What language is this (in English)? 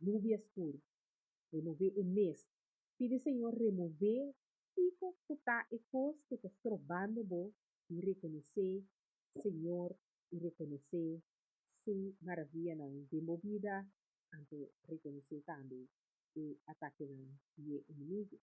Papiamento